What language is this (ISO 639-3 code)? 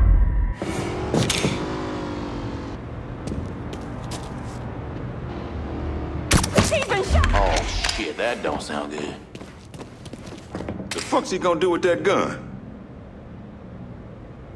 eng